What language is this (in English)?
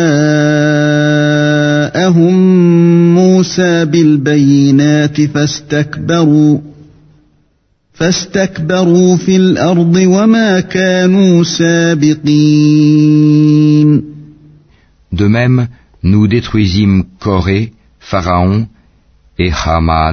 French